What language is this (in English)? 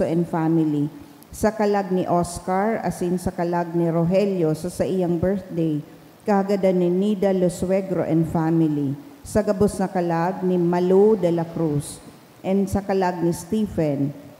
Bikol